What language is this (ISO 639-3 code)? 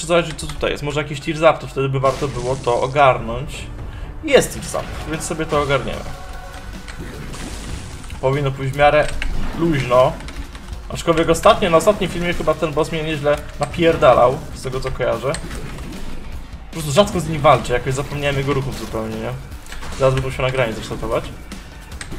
pol